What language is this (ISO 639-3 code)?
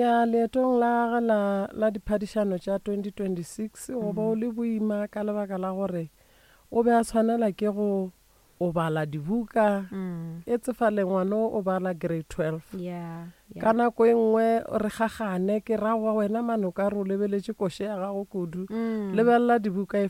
nso